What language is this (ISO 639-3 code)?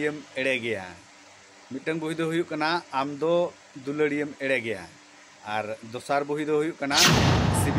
sat